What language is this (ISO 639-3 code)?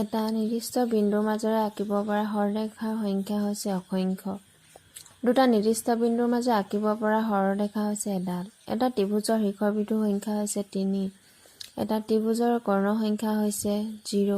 asm